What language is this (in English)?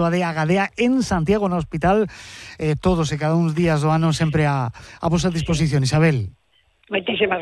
Galician